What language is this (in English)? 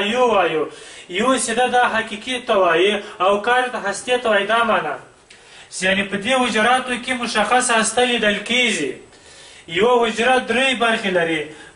Pashto